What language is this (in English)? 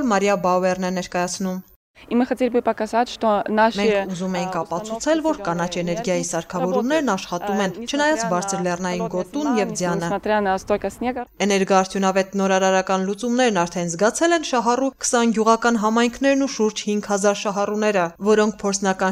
Armenian